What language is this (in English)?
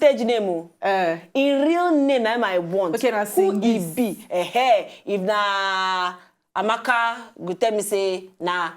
Nigerian Pidgin